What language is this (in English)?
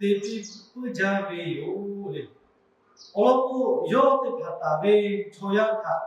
Lahu